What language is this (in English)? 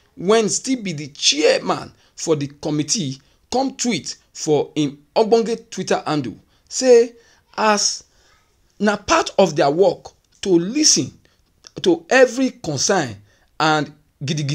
Nigerian Pidgin